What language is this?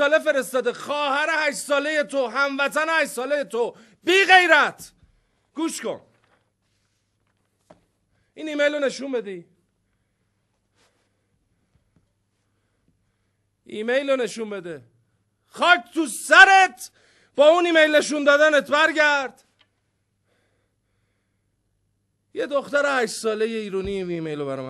Persian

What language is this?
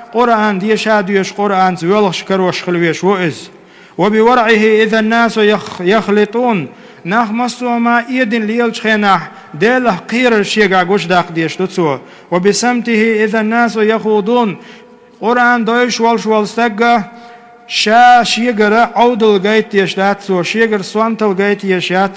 Chechen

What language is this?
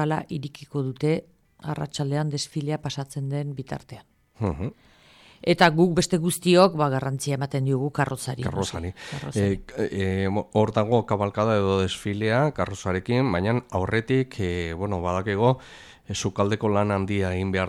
Basque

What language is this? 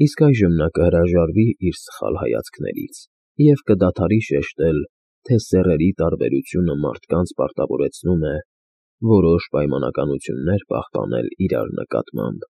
Armenian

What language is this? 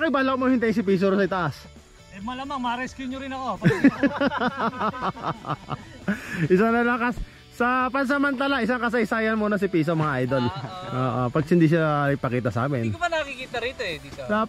Filipino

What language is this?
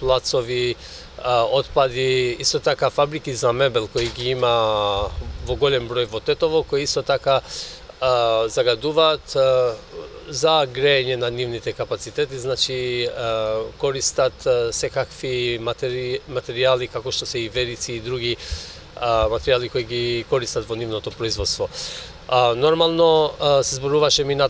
Macedonian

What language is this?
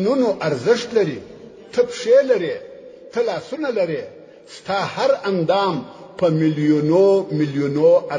Pashto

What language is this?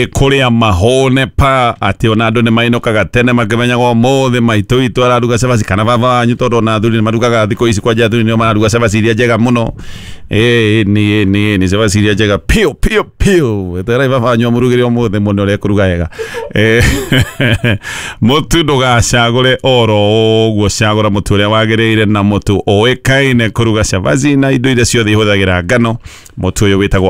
Kikuyu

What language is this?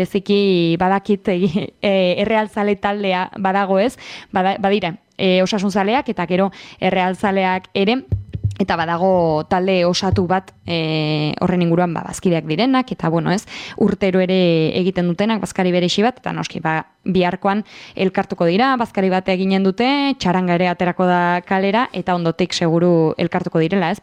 Basque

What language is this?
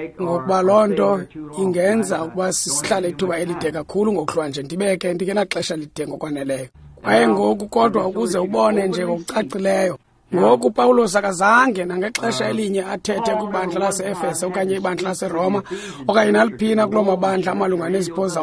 Xhosa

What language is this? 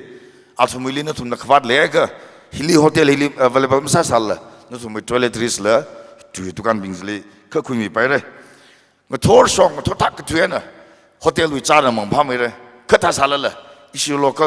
Tangkhul Naga (India)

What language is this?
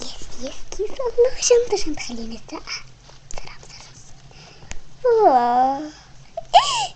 Egyptian Arabic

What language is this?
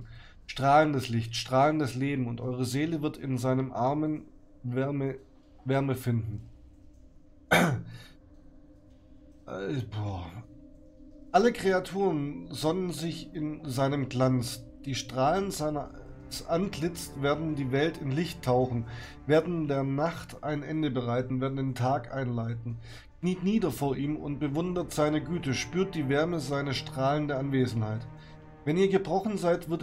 German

